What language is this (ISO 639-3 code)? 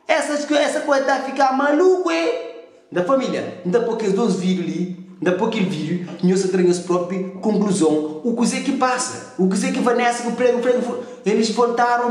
kea